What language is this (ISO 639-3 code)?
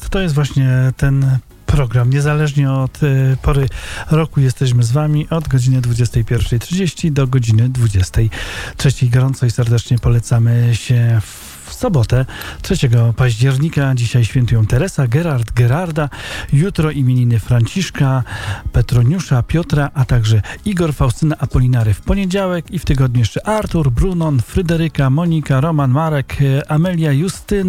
pol